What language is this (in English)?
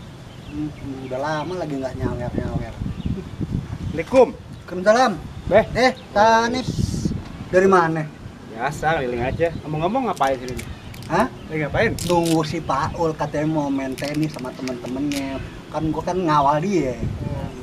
Betawi